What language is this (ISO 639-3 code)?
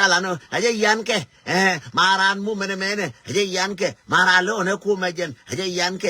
nus